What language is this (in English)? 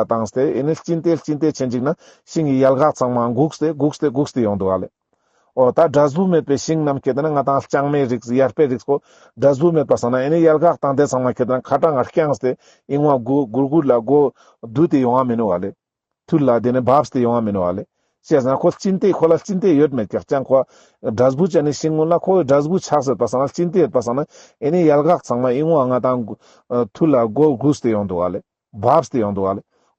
Ladakhi